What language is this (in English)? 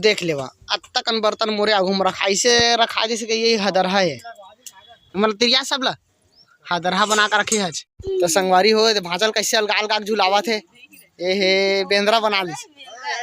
Chhattisgarhi